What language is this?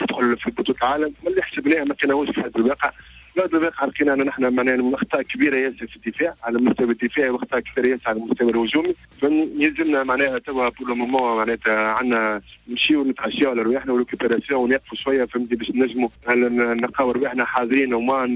Tunisian Arabic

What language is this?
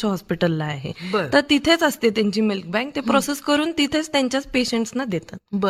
Marathi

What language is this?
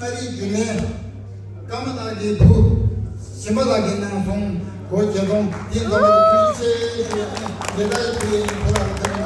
Tibetan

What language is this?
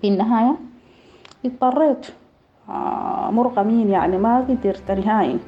Sudanese Arabic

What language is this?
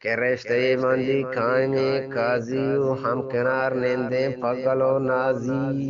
Eastern Balochi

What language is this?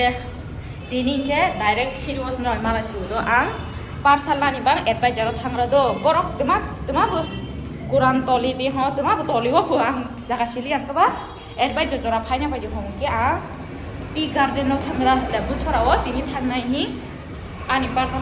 Kok Borok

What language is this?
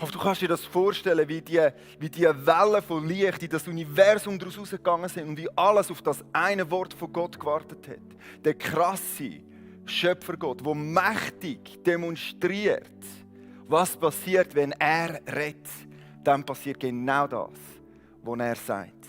Swiss German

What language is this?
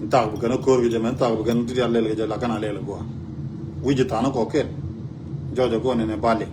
Nuer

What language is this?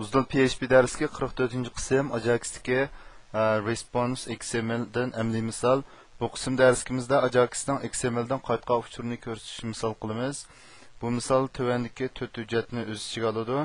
Uyghur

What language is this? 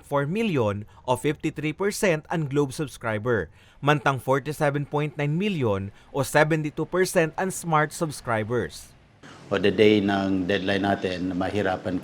Bikol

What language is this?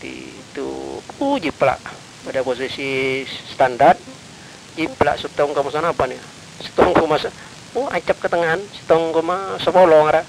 Madurese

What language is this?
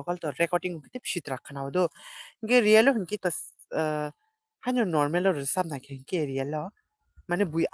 Kok Borok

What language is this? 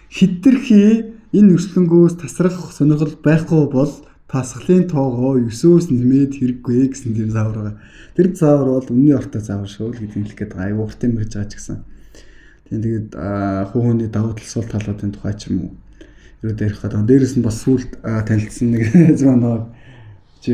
Mongolian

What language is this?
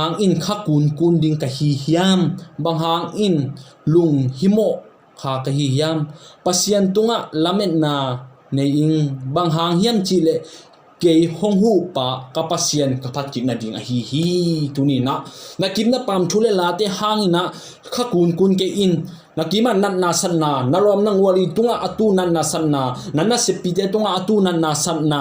Tedim Chin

